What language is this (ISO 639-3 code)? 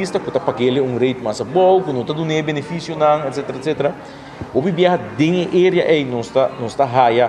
pap